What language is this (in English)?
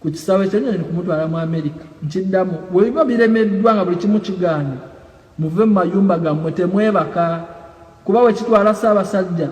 Ganda